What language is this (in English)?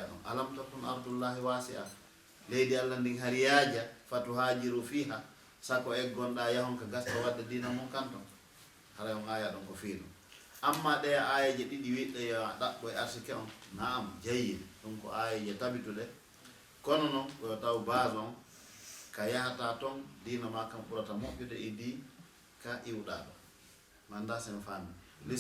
Fula